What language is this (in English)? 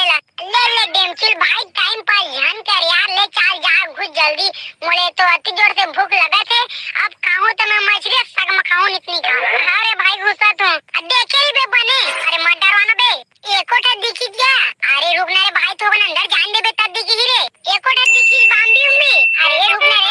Chhattisgarhi